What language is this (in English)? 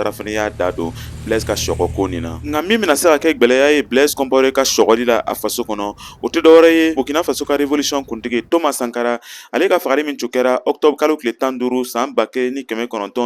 Bambara